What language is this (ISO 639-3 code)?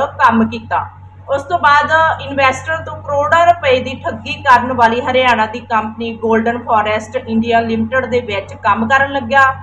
pan